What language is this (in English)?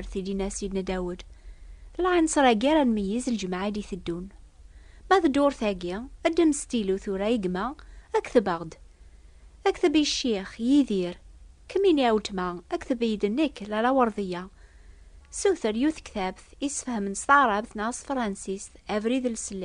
Kabyle